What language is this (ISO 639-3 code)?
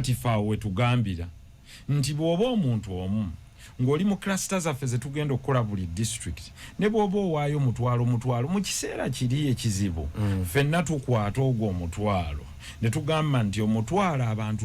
lug